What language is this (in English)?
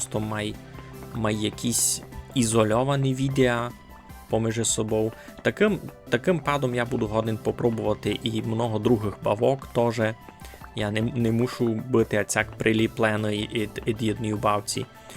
Rusyn